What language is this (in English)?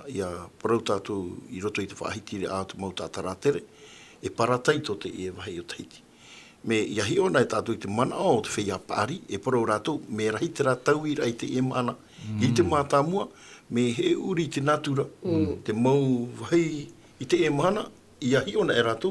Tahitian